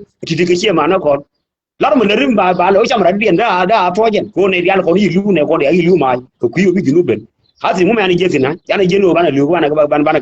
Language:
Nuer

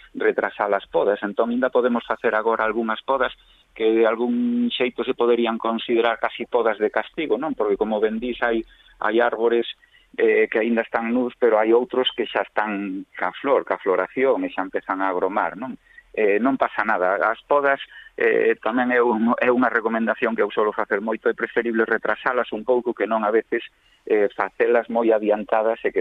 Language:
Galician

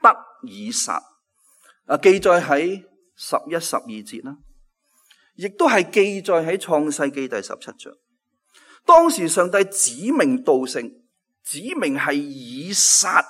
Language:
Cantonese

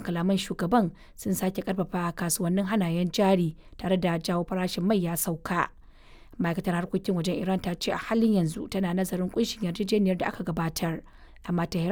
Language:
Hausa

